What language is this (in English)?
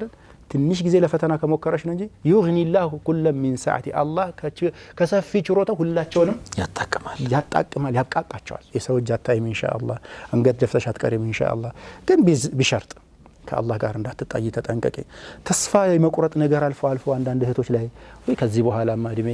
Amharic